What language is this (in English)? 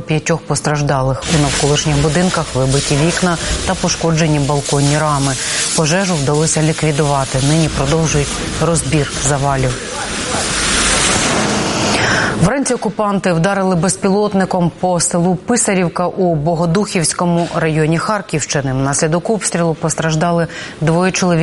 Ukrainian